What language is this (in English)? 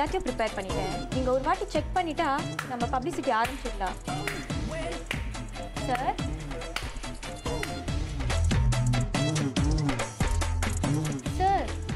Tamil